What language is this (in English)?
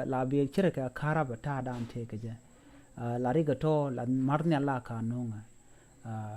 Nuer